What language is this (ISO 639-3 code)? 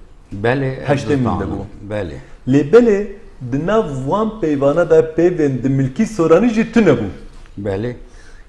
kur